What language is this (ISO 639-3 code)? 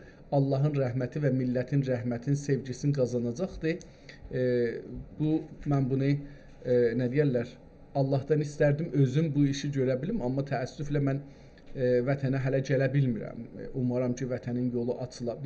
azb